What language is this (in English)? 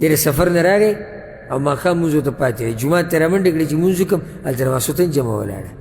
Pashto